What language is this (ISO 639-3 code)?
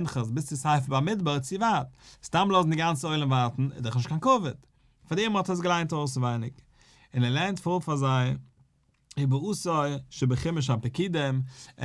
yid